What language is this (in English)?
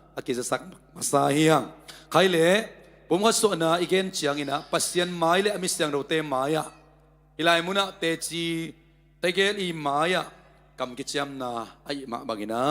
Tedim Chin